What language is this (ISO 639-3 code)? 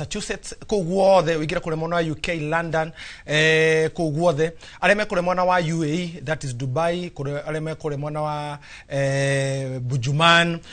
kik